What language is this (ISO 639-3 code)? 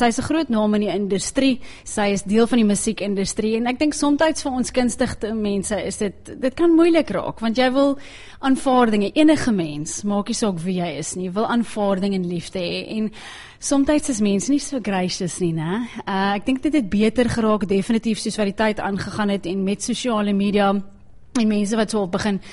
afr